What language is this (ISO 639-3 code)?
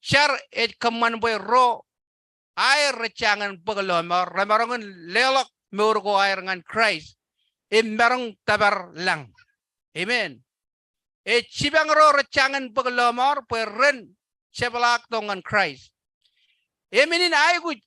mah